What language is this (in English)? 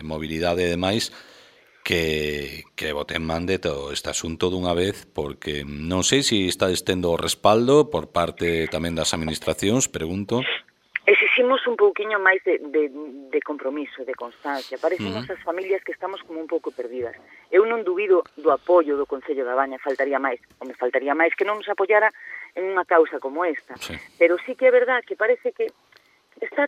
Galician